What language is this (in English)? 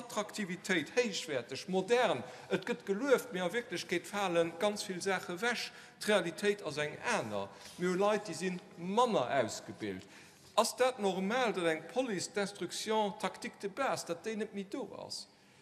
Luxembourgish